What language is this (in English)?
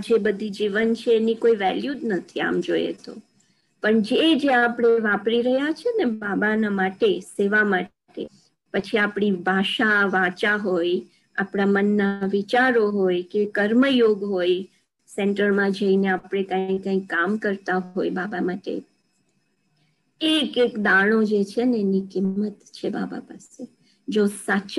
Gujarati